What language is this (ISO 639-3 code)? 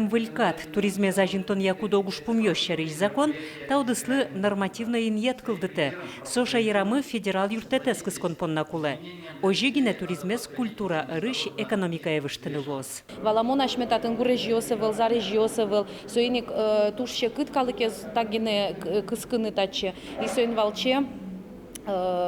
udm